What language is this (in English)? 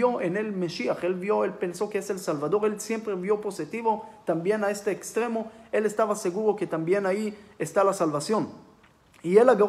Spanish